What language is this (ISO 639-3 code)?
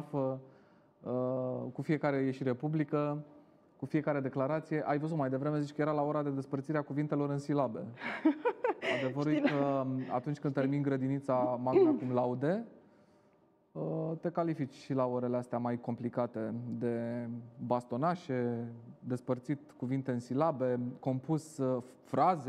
ron